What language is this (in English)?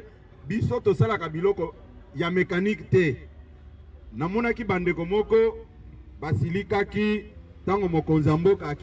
Lingala